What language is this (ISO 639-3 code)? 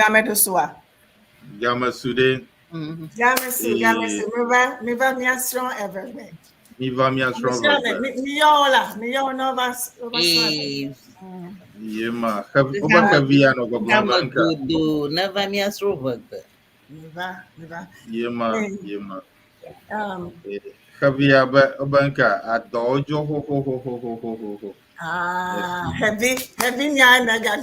ewe